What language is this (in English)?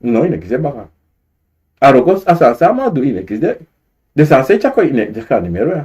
Sranan Tongo